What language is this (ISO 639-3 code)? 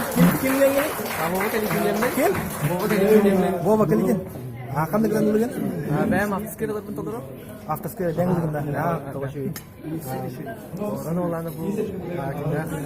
sah